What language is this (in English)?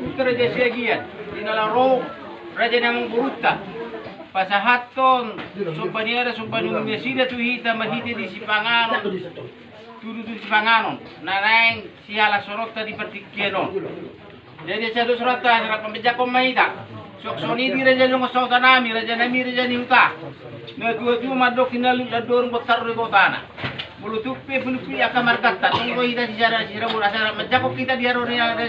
Batak Toba